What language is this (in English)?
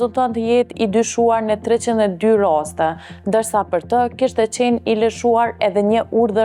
Albanian